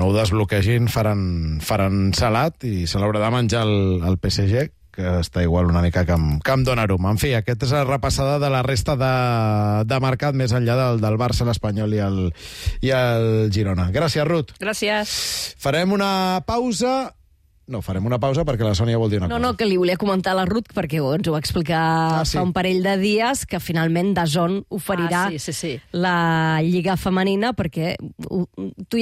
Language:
Catalan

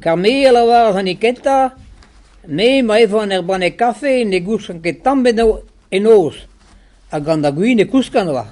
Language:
Breton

